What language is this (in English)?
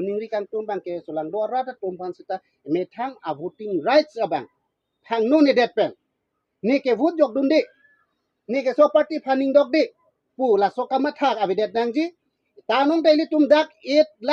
Karbi